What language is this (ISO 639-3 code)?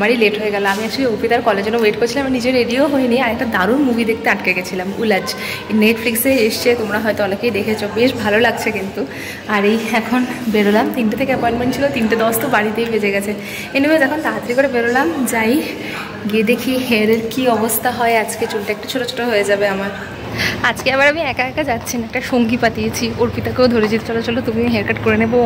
ben